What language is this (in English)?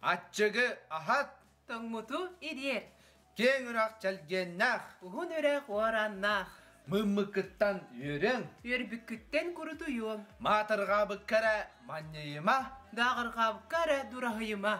Yakut